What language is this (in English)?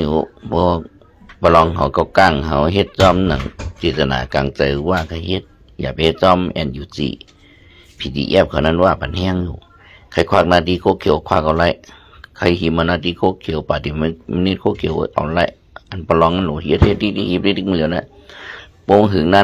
Shan